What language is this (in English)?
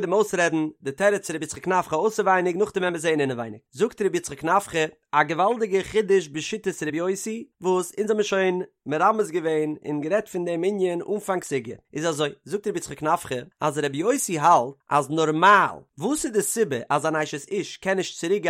Yiddish